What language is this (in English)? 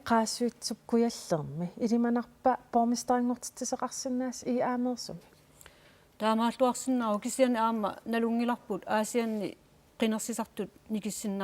Kalaallisut